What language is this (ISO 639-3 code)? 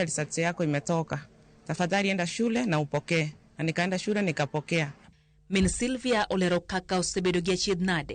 luo